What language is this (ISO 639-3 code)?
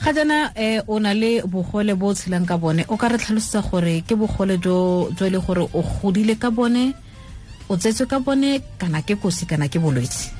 tsn